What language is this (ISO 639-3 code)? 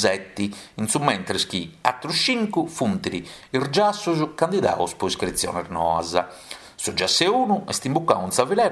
srd